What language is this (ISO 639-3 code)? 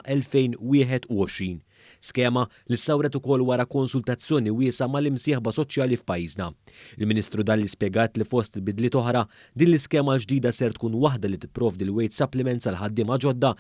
mlt